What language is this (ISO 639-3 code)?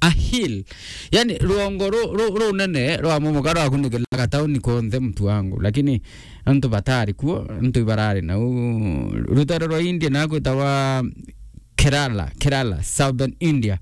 mer